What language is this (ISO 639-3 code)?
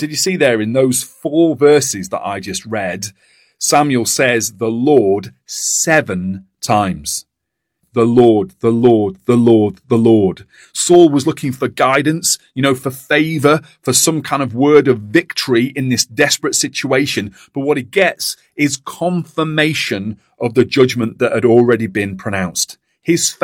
eng